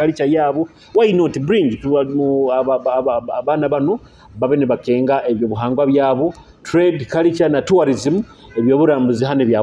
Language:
Nyoro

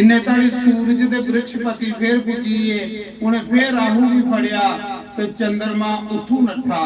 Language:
Dogri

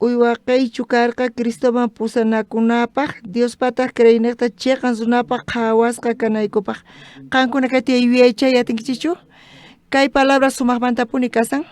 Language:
South Bolivian Quechua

